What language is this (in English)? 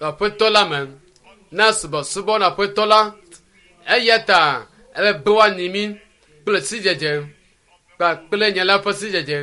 Ewe